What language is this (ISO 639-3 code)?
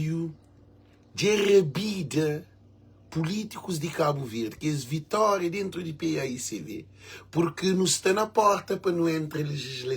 kea